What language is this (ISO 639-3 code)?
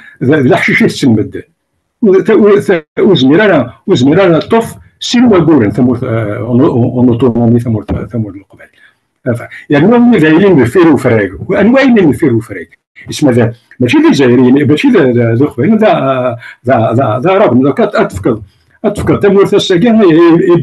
kab